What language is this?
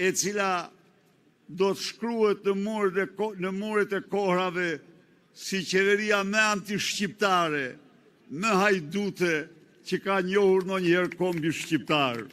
Albanian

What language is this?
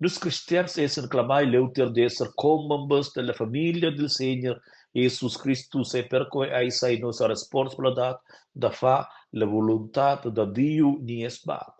Romansh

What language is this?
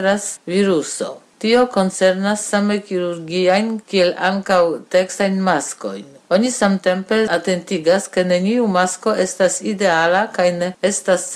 Esperanto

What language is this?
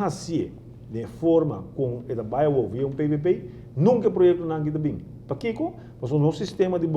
Papiamento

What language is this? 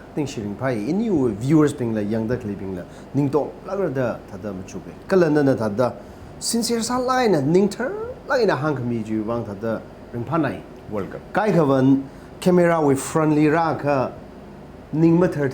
Tangkhul Naga (India)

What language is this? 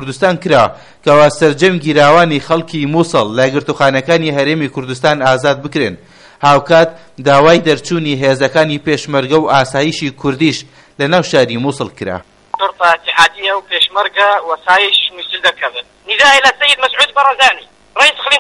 Central Kurdish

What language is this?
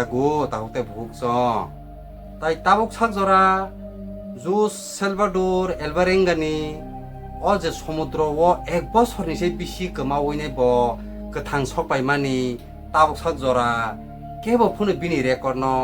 Kok Borok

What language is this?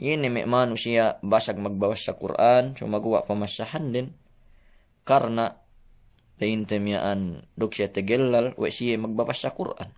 Yakan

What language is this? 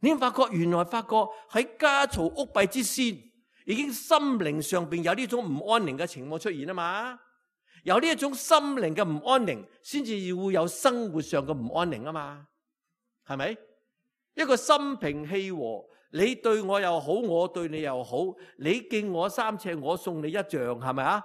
Cantonese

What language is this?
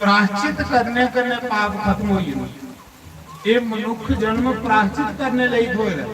Dogri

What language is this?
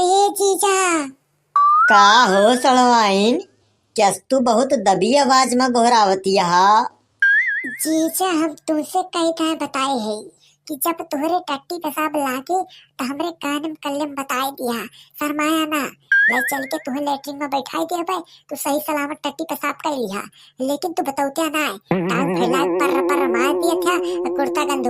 Awadhi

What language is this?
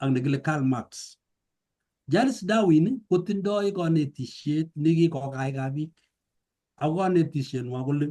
Kalenjin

